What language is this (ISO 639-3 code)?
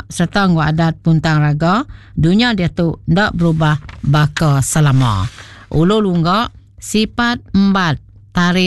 iba